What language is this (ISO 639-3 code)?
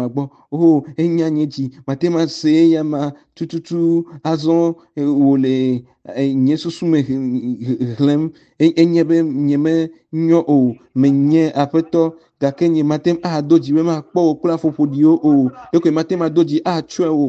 ewe